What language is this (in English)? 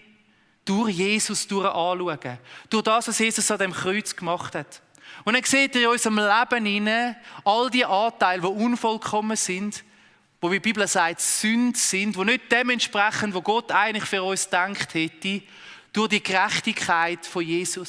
Swiss German